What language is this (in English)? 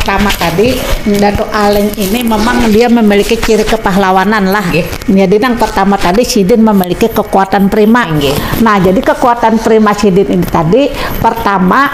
Banjar